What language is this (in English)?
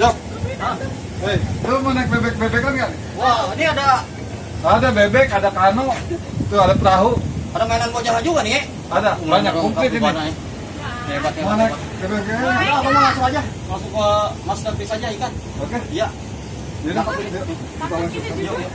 Betawi